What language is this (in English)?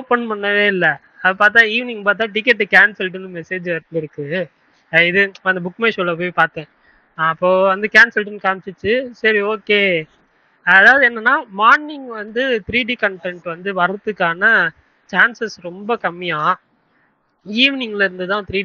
Tamil